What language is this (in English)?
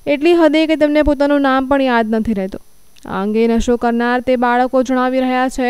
Gujarati